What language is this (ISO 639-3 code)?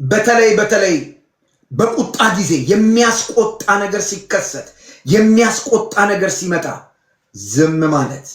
amh